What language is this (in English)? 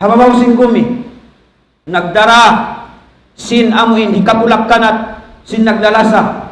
Tausug